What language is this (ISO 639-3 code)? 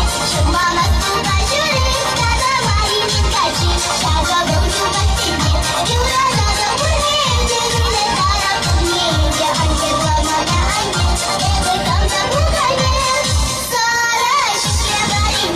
chv